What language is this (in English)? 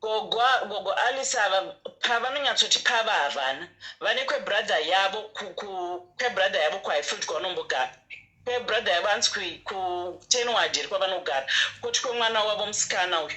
Shona